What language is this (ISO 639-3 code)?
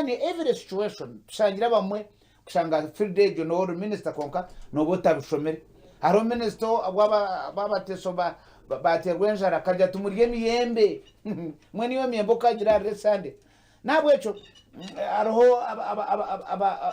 nyn